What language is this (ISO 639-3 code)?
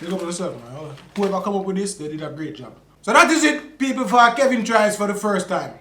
jam